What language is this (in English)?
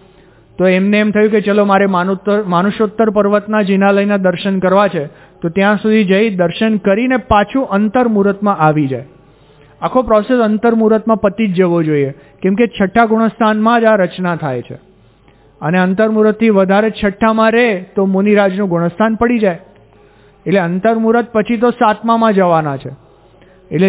Gujarati